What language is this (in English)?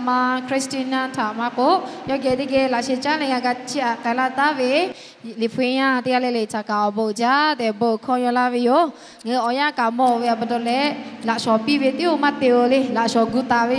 Lahu